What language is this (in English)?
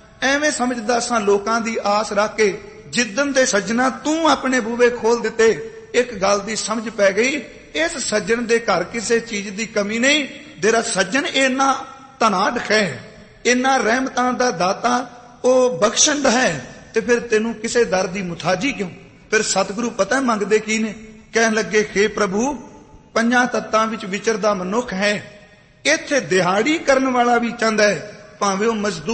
Punjabi